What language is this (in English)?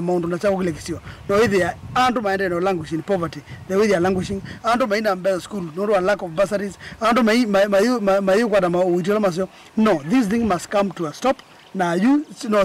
Kamba